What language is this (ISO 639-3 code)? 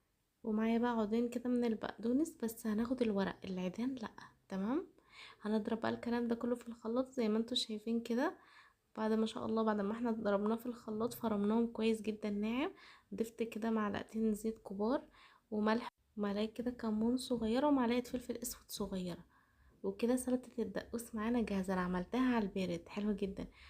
arz